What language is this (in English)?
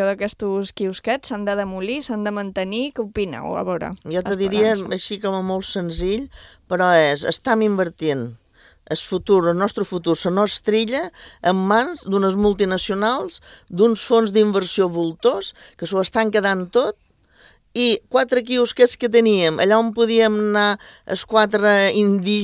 Catalan